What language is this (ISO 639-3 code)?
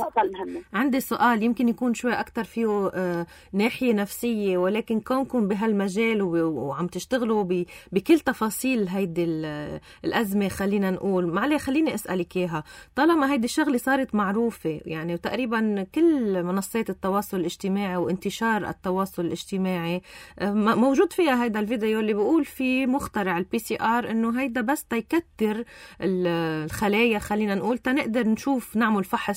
apc